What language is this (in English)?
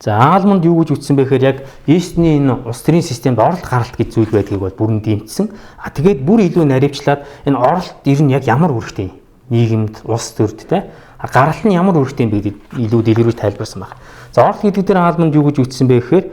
Mongolian